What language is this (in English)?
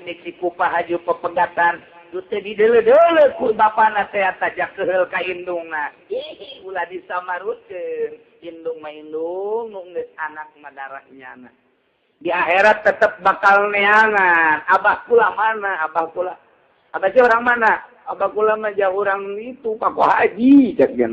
Sundanese